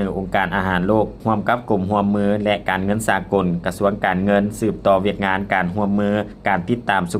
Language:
Lao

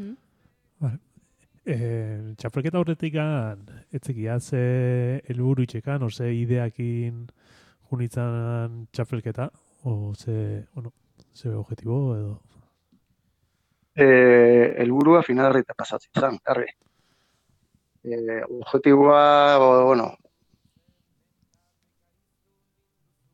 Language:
Basque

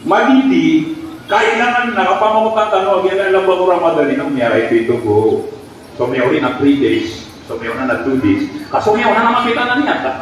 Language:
Maranao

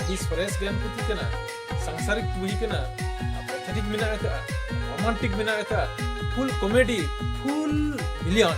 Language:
Santali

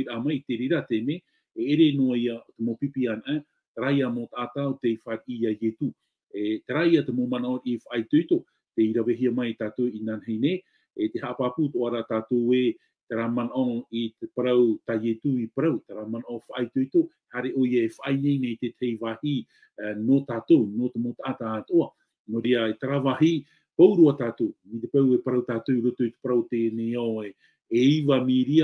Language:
Tahitian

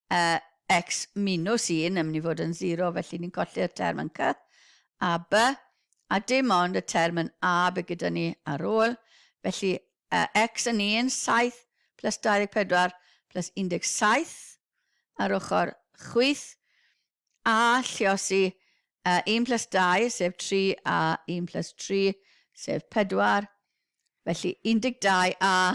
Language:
Welsh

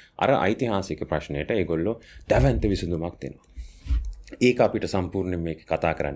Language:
Sinhala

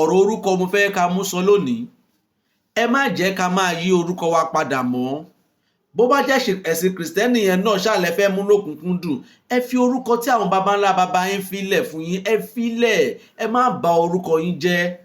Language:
Yoruba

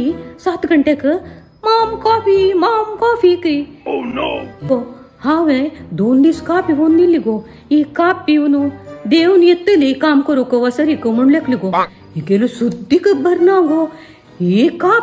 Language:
Konkani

